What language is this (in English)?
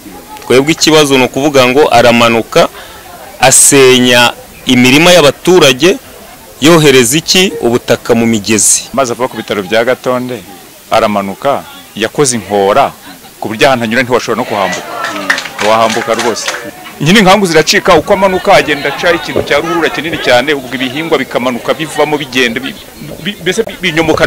Kinyarwanda